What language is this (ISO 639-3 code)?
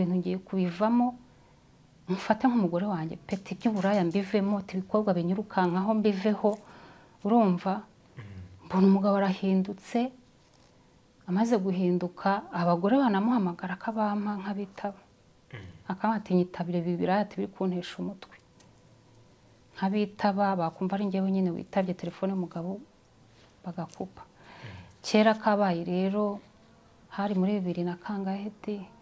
kin